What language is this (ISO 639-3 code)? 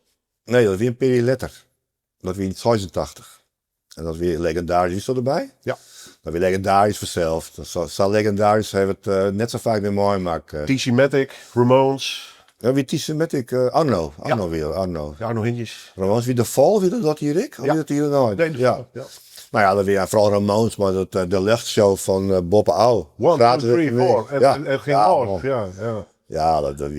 fry